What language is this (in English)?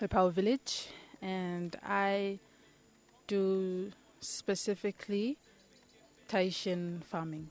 Bislama